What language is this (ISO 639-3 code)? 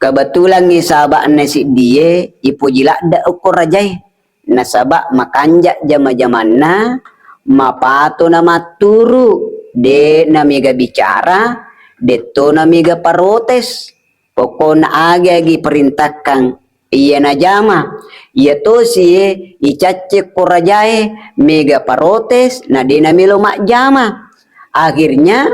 bug